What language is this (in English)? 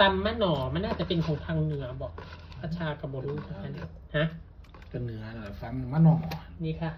Northeastern Thai